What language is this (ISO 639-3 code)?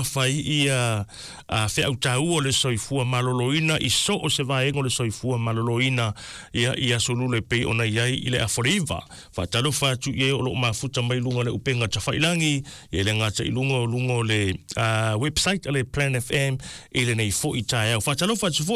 smo